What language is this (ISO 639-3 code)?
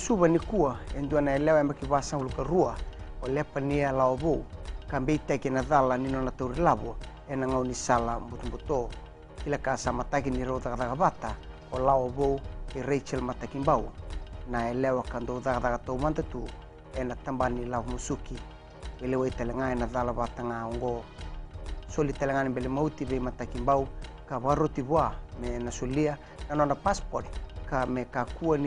fij